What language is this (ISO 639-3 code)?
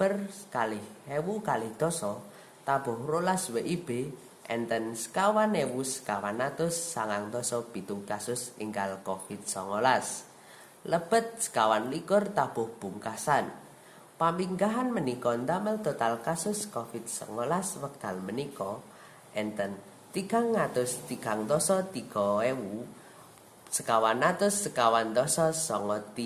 jav